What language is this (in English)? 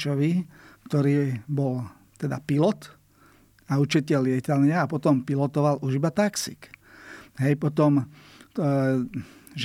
Slovak